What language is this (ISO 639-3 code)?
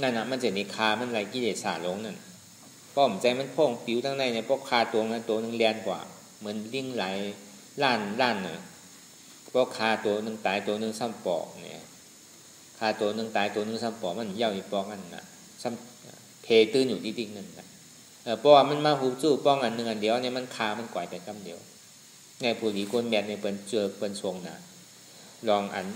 shn